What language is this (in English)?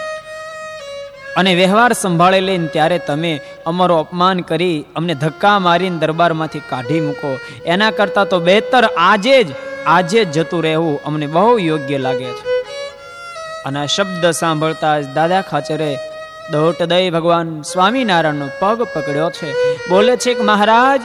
Gujarati